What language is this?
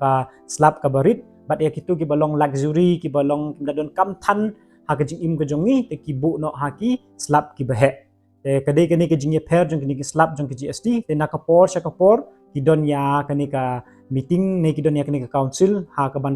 Khasi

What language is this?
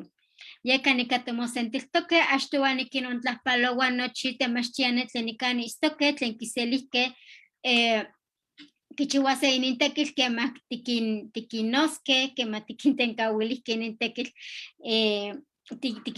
Eastern Huasteca Nahuatl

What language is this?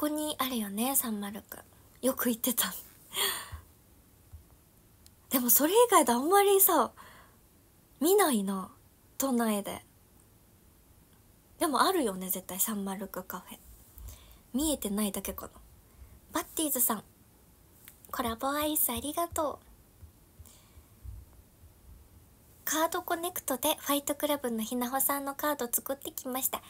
Japanese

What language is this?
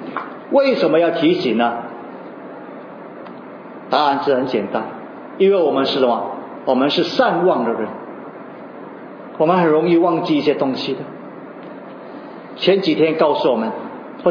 Chinese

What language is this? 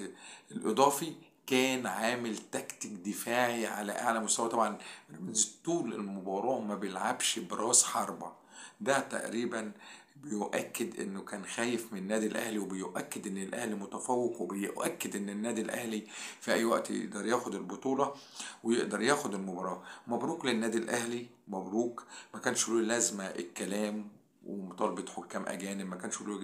Egyptian Arabic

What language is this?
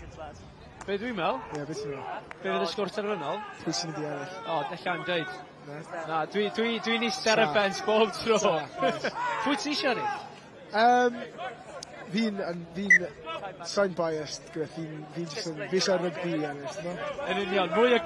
Welsh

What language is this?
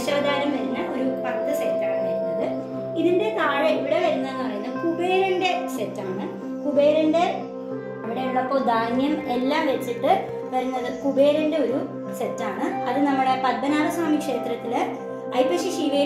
Malayalam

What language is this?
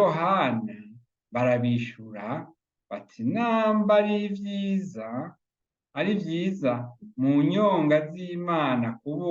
Rundi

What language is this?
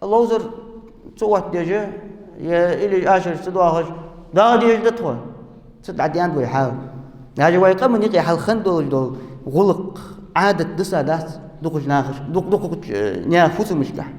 Ingush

